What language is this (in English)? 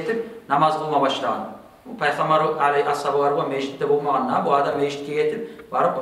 Kumyk